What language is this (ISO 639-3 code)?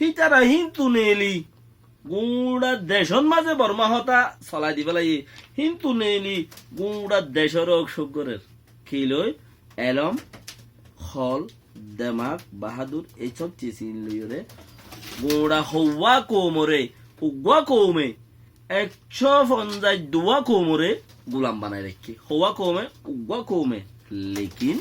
rhg